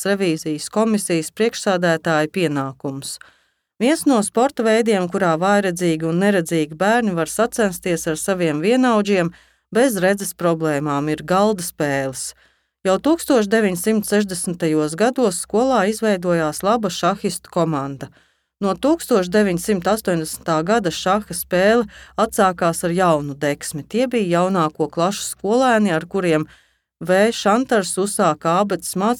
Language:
Latvian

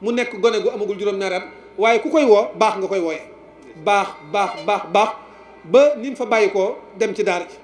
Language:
Wolof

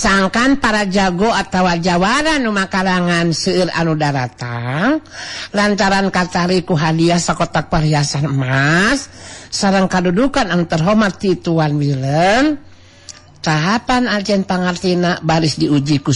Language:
Sundanese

